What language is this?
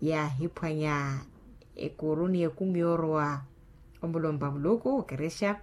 Makhuwa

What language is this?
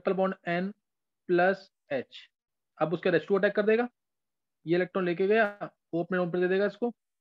Hindi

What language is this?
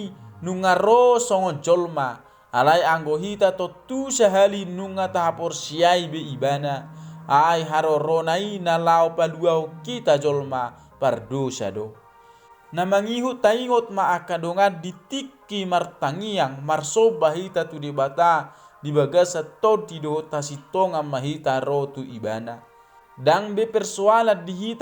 Batak Toba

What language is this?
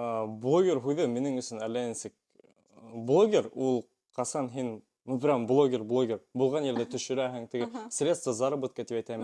Bashkir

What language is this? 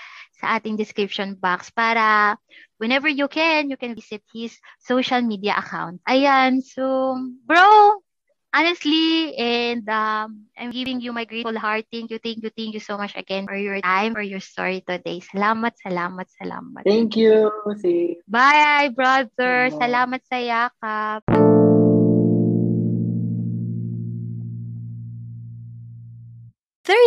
Filipino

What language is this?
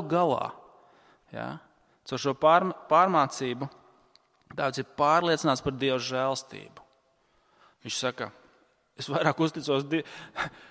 Latvian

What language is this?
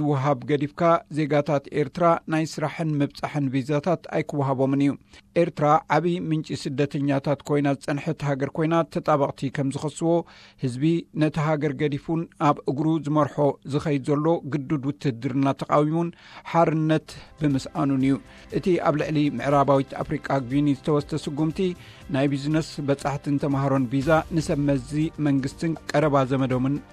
Tigrinya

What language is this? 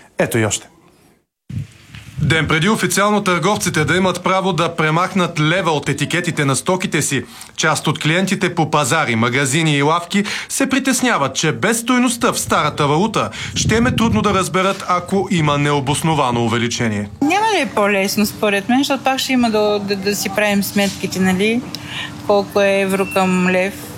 Bulgarian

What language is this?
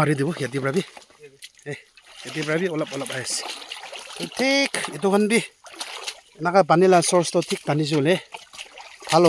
Naga Pidgin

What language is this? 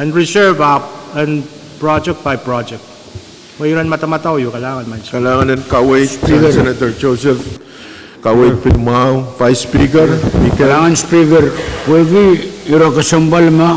Pohnpeian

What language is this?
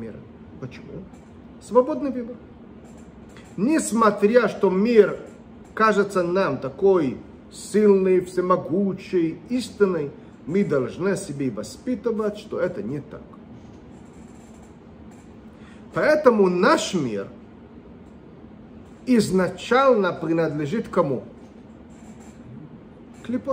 Russian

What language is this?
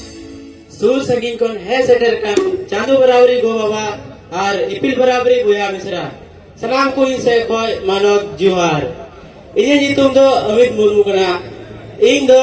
Santali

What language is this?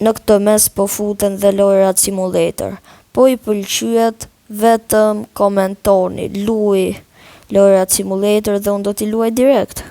Albanian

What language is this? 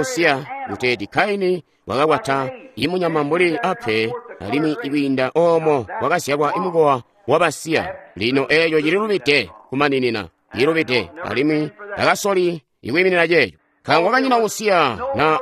Tonga (Zambia)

